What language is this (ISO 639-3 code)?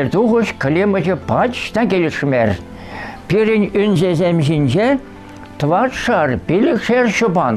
chv